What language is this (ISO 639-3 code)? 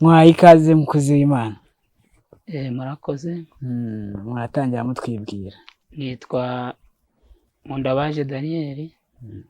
kin